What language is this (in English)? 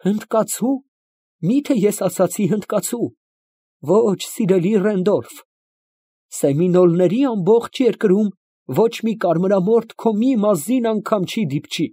Armenian